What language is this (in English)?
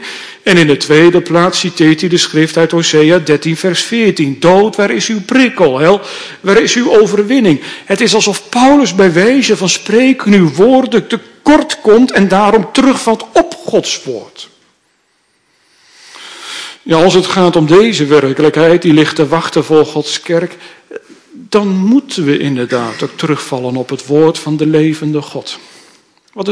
Dutch